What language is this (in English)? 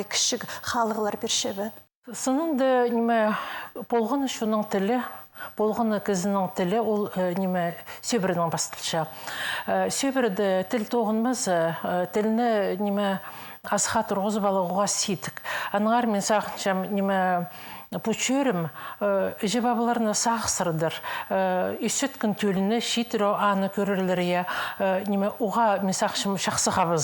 Khakas